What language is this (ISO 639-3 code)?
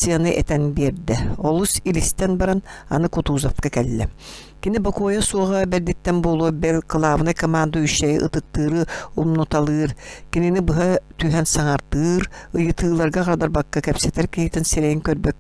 sah